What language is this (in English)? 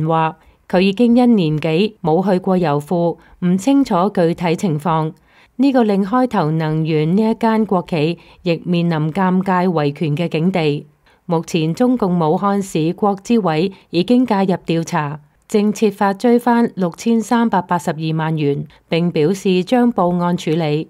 Cantonese